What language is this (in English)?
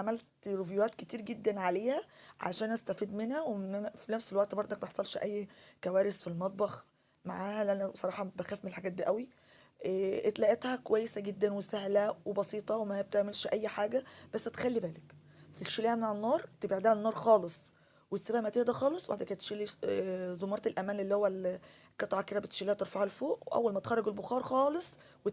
Egyptian Arabic